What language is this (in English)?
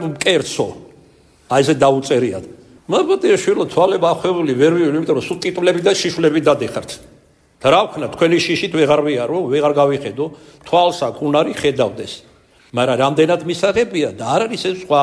Georgian